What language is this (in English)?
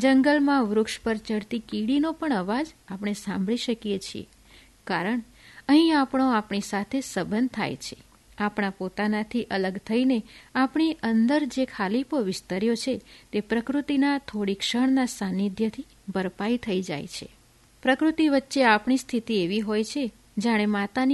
Gujarati